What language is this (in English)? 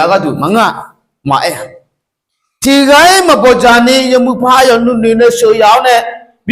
Akha